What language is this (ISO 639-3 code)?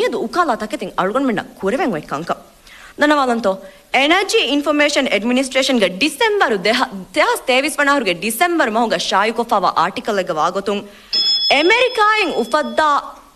div